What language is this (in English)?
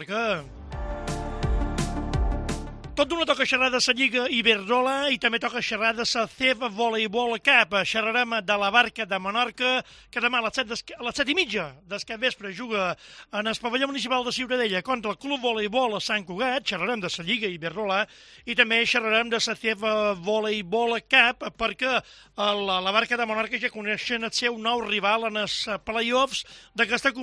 Catalan